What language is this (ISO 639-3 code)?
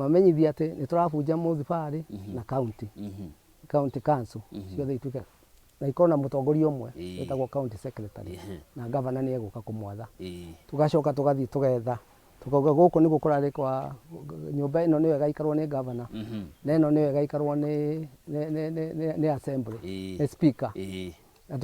kik